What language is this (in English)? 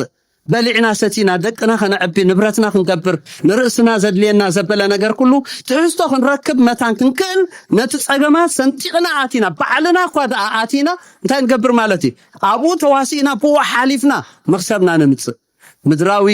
Tigrinya